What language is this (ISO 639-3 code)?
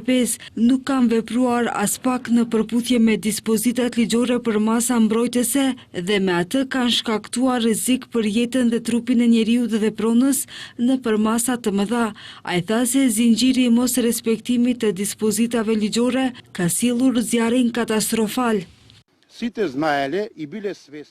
sqi